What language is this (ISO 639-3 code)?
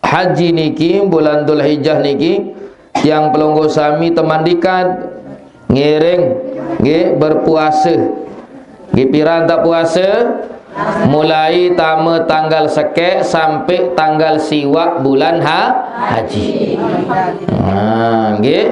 sas